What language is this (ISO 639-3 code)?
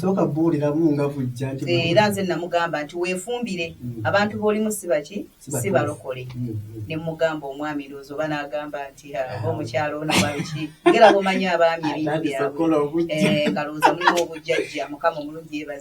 lug